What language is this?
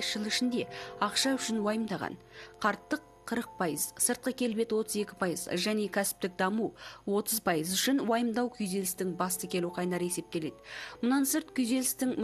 Kazakh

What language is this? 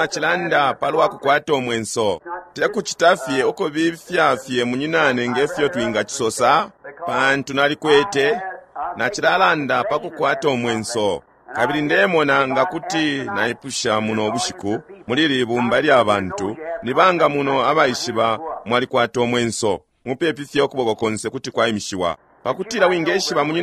Bemba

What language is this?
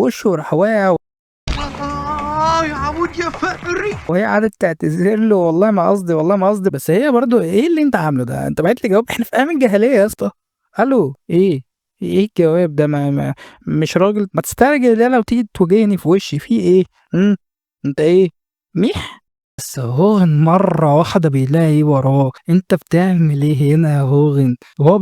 Egyptian Arabic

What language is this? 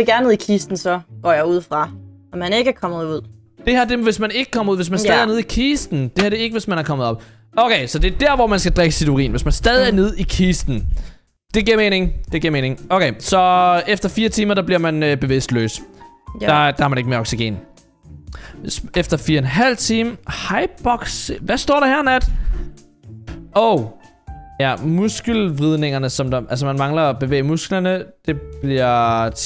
Danish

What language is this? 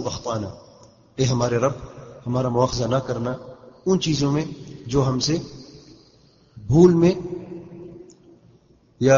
Urdu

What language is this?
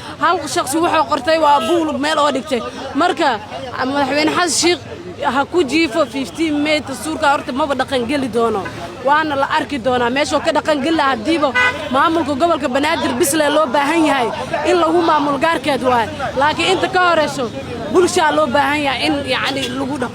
Somali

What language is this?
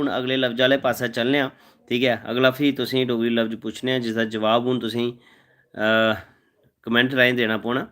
Dogri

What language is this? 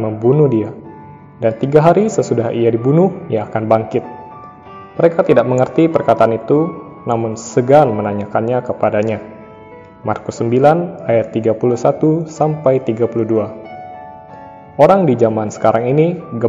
Indonesian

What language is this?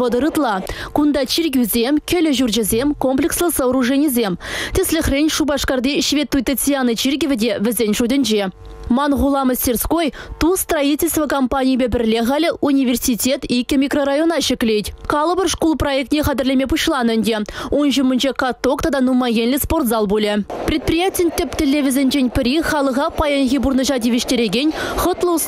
Chuvash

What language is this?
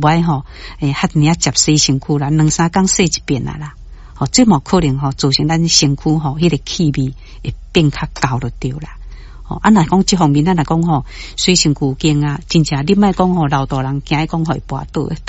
Min Nan Chinese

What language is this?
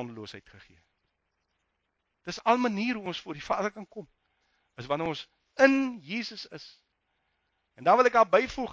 Afrikaans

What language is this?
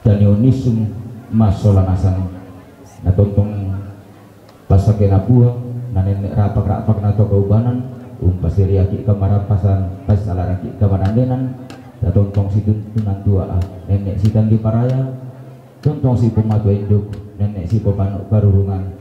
Toraja-Sa'dan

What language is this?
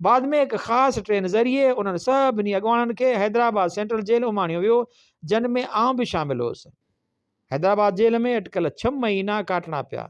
Sindhi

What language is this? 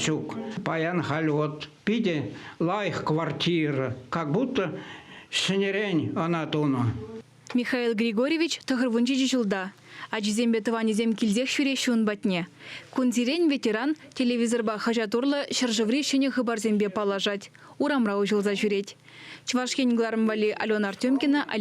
Chuvash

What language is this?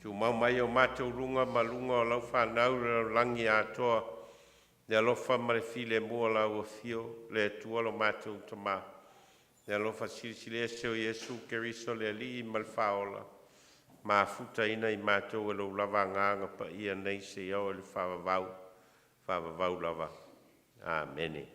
Samoan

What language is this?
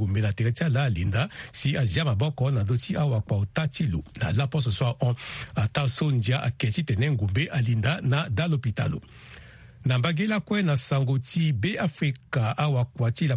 Sango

